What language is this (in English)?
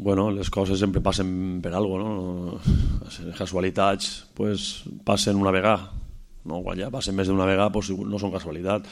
Catalan